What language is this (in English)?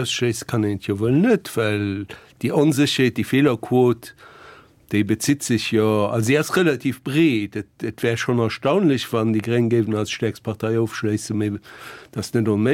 Luxembourgish